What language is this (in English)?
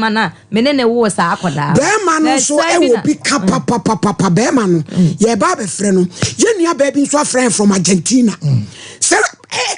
Akan